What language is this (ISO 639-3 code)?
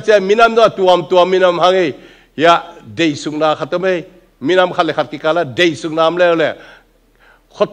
ctd